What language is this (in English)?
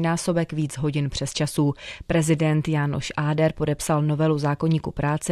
Czech